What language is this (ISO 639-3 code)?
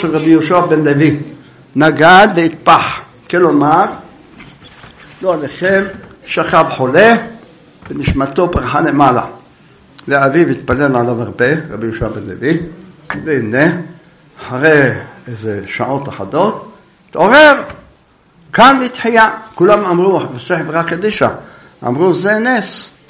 heb